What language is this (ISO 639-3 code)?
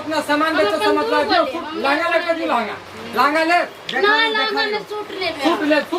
mai